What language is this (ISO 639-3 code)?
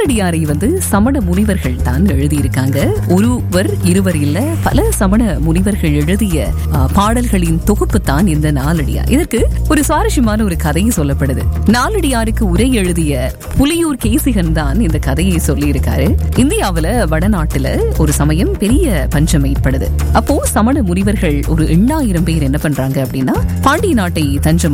tam